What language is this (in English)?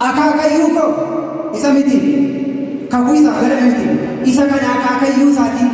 Oromo